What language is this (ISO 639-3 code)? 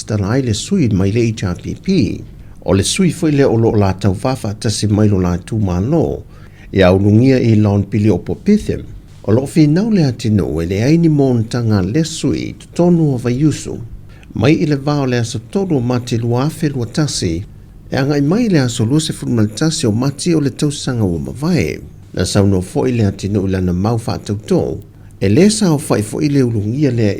smo